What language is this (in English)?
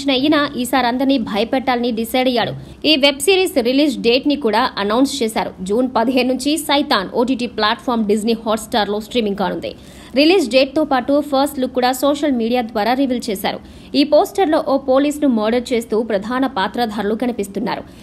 Telugu